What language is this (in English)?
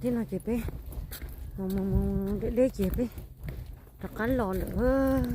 Hmong